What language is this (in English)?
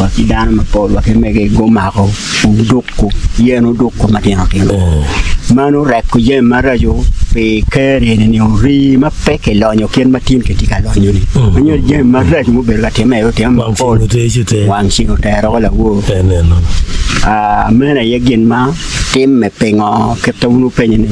Acoli